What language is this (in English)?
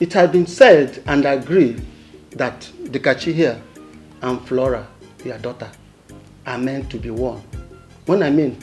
Nigerian Pidgin